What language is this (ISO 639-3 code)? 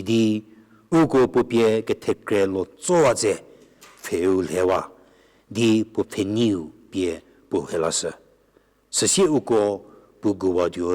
njm